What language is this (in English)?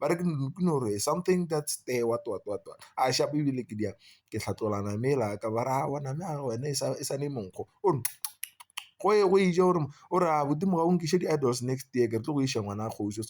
Northern Sotho